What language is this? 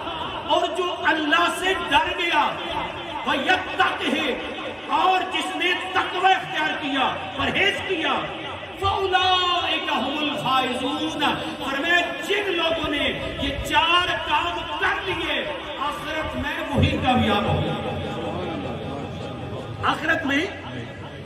Urdu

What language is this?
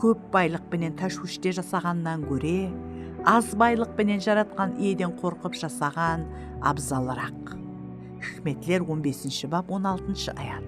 Kara-Kalpak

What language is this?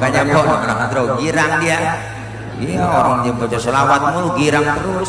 Betawi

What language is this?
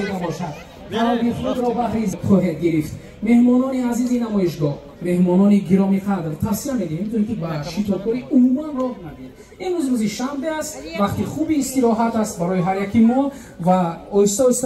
Tajik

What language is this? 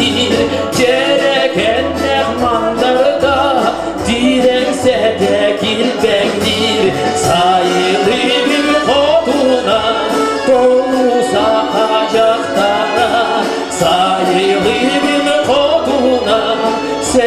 Yakut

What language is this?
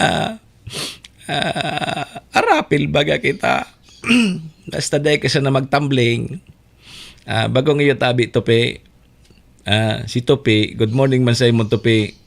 Bikol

